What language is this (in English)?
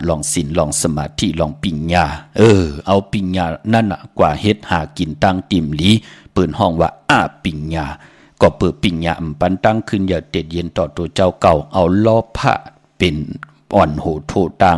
Shan